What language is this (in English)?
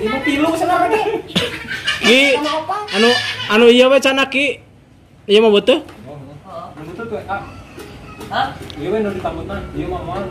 Sundanese